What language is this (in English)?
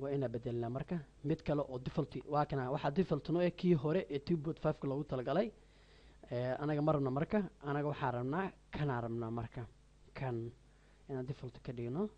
Somali